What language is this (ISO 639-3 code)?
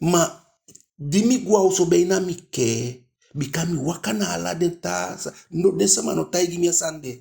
djk